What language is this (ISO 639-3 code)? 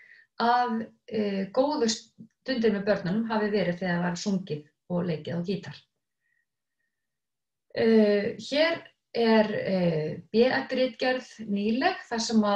isl